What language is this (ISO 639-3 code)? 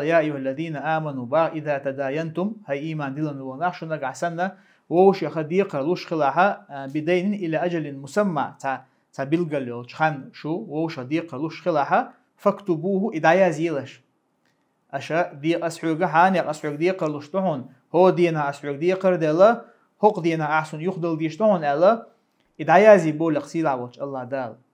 che